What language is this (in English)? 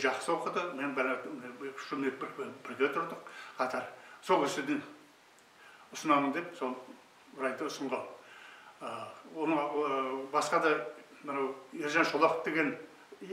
Kazakh